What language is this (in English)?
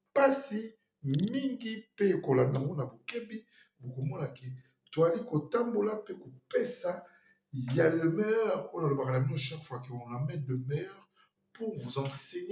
Lingala